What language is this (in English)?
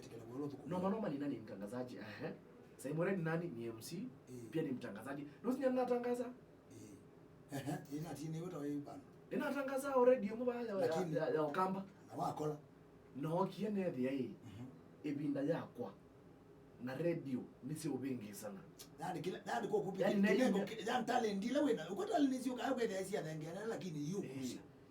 Kamba